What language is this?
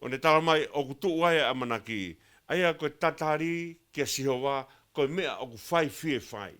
Tongan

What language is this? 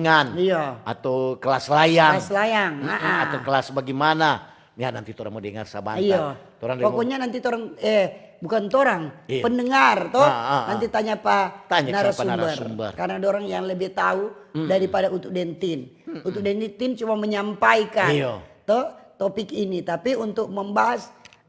Manado Malay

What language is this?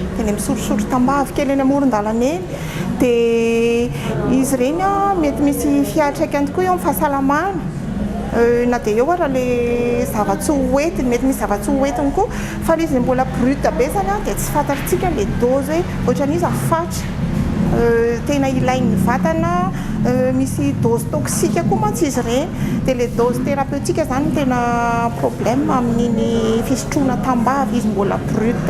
Malagasy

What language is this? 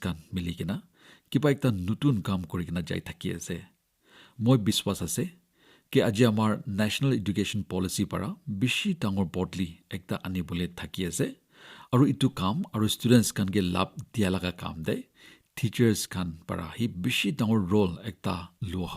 Naga Pidgin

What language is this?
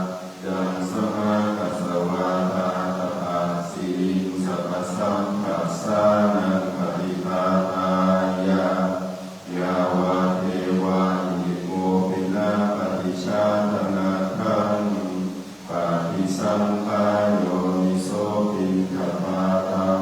Pali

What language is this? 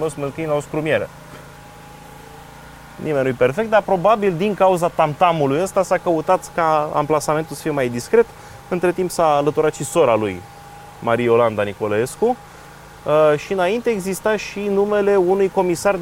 Romanian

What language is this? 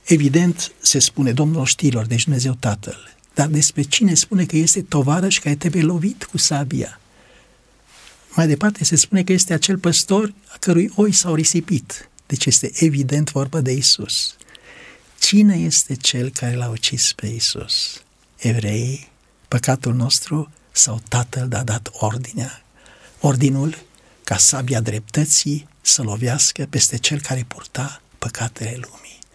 Romanian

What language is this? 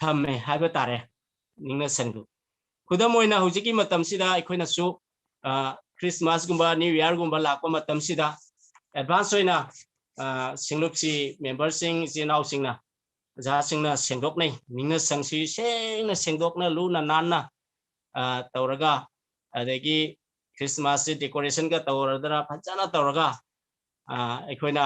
Manipuri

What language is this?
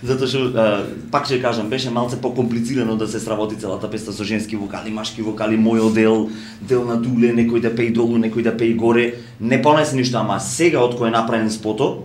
Macedonian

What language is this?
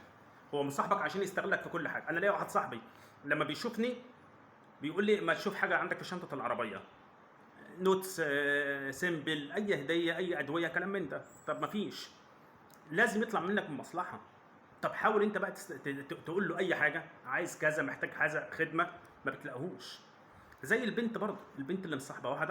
Egyptian Arabic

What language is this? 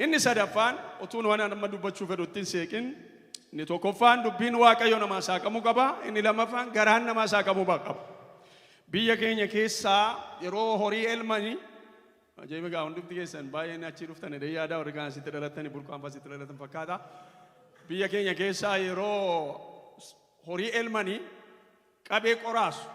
Oromo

